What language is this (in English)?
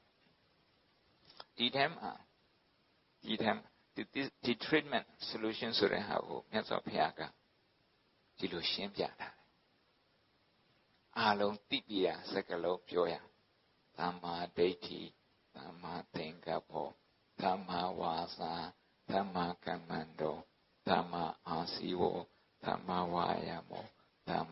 Burmese